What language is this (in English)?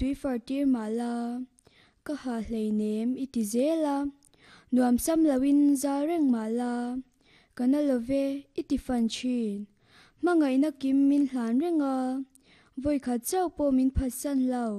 Mizo